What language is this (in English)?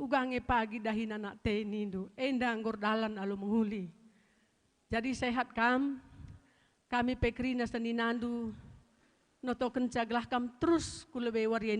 Batak Karo